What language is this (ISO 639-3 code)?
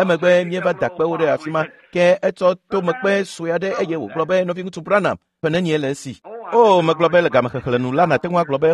ewe